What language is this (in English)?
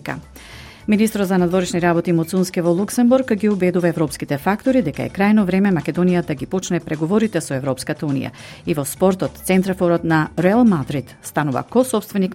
Macedonian